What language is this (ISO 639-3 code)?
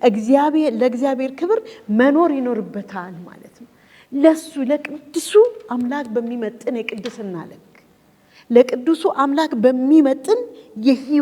amh